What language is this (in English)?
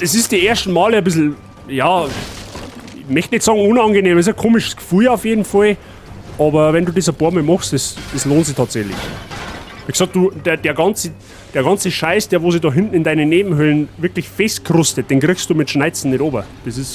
Bavarian